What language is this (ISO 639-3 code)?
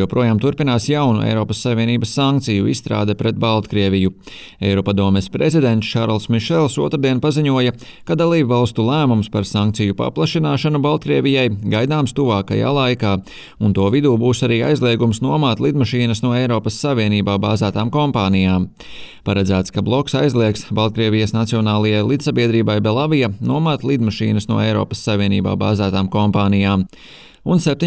lav